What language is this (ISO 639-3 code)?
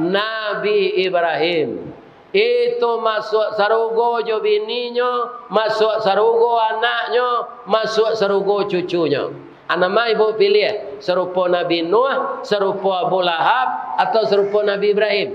min